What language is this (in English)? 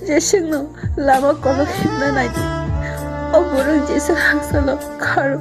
Kok Borok